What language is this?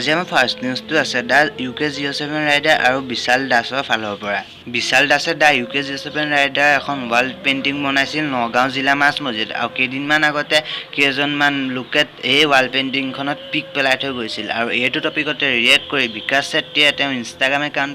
Assamese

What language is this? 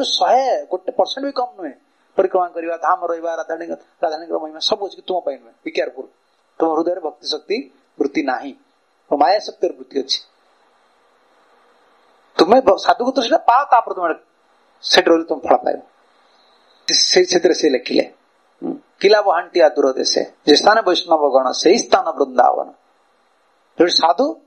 Odia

